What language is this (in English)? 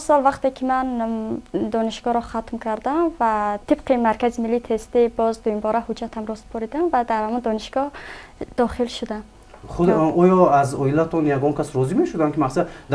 Tajik